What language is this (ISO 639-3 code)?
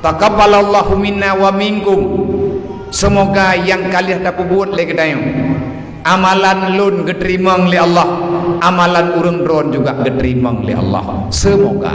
ace